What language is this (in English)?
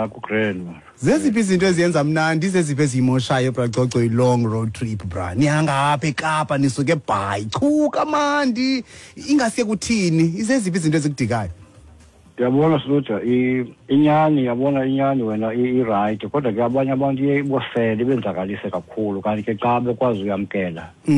Xhosa